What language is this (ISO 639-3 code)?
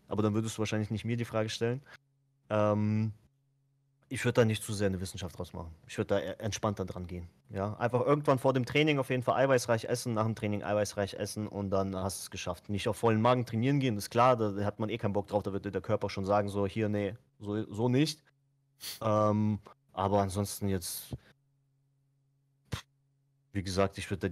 deu